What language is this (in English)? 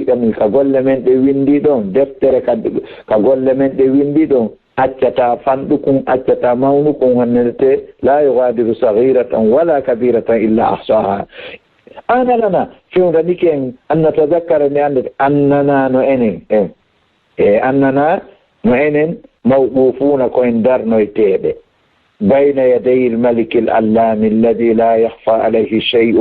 Fula